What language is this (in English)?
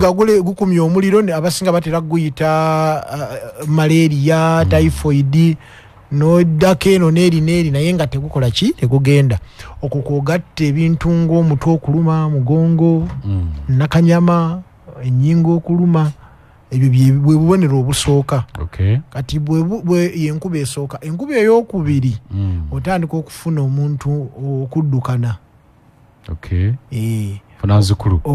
Ganda